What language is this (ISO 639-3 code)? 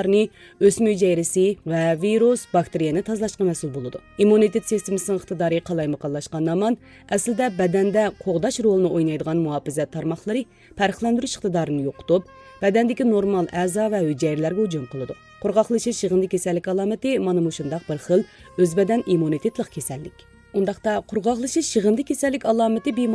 uig